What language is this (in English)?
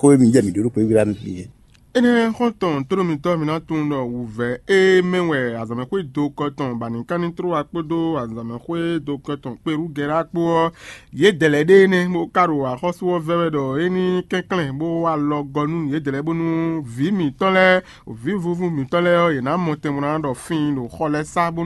Fon